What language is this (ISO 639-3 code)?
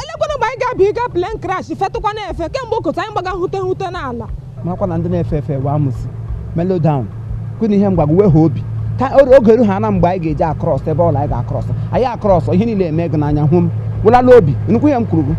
ibo